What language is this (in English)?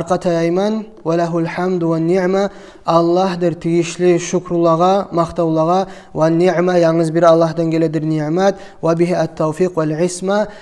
Kumyk